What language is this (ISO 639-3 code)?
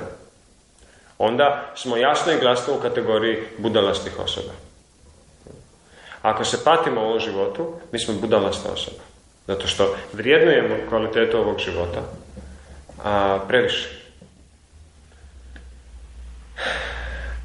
hrv